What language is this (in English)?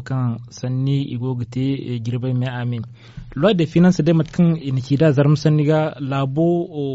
Zarma